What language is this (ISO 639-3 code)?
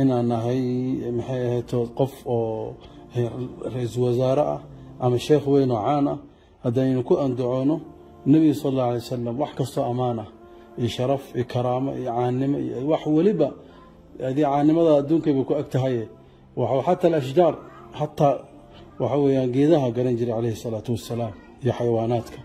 som